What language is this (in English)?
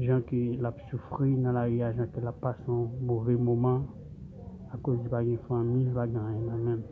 Haitian Creole